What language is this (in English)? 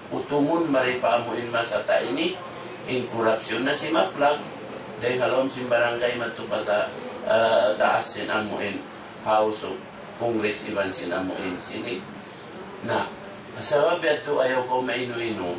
Tausug